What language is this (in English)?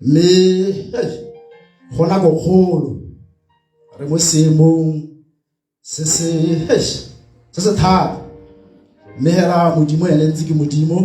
Tswana